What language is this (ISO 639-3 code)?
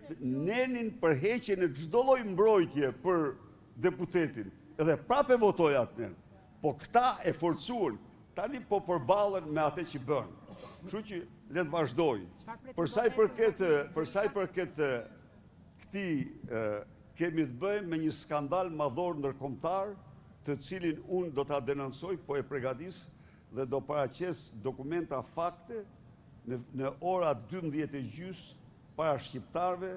sqi